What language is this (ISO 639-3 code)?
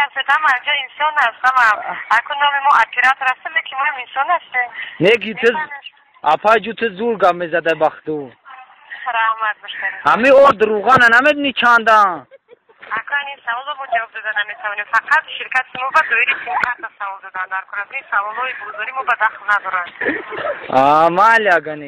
tgk